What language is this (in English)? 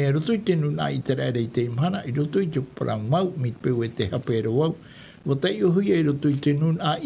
Tahitian